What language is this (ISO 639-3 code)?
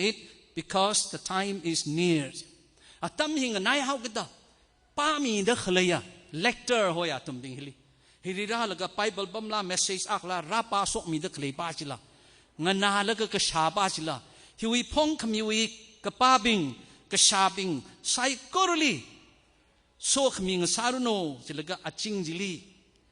nmf